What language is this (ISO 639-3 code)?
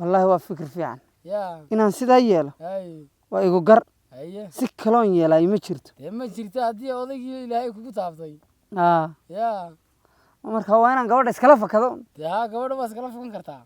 som